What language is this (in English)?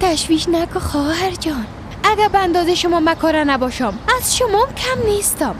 Persian